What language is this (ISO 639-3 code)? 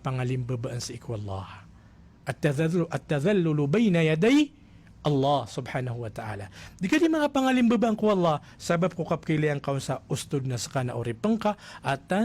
mrw